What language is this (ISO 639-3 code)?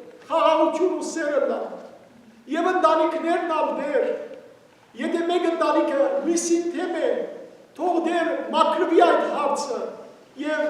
hyw